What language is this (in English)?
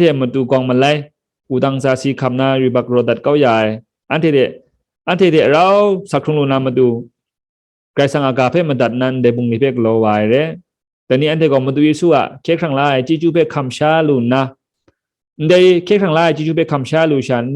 Kachin